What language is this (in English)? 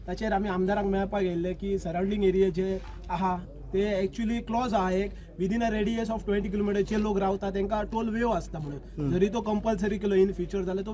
Konkani